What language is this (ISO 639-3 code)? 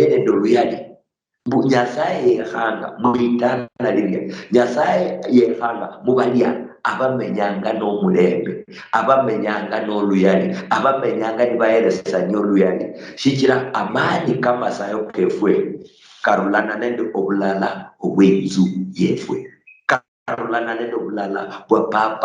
luy